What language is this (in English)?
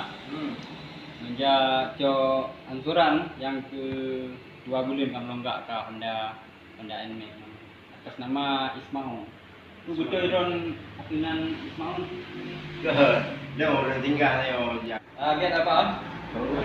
Achinese